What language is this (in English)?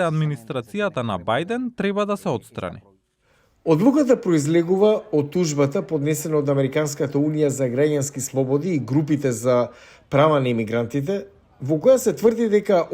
Macedonian